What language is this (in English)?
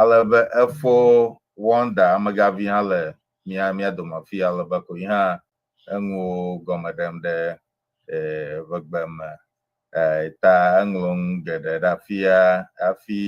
Ewe